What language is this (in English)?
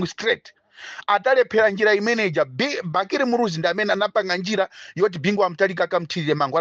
Nyanja